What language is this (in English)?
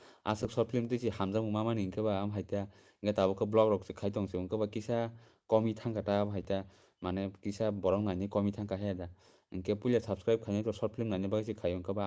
Kok Borok